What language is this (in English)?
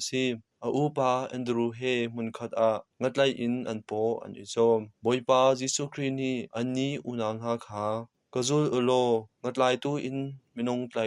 Hakha Chin